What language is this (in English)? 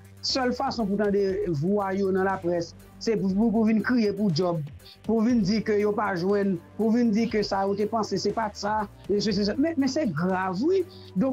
Haitian Creole